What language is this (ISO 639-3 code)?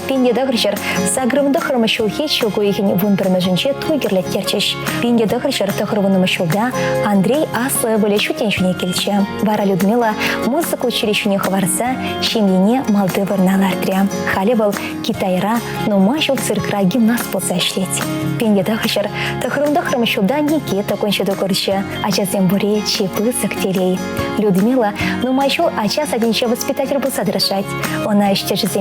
chv